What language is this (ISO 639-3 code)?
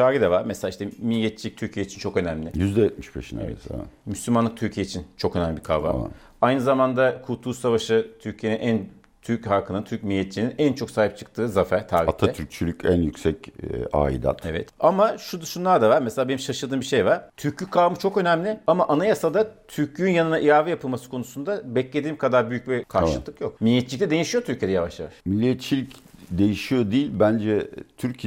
tur